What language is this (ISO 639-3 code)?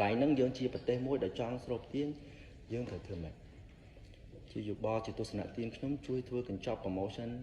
khm